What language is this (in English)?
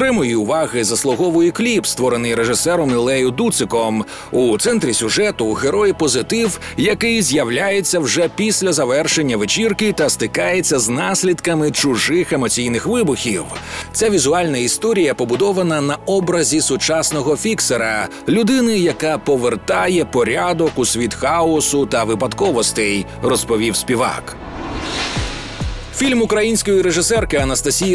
Ukrainian